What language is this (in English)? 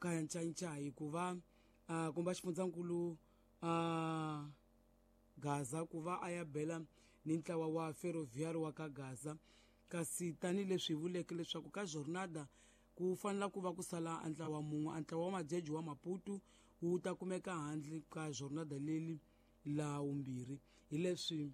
Tsonga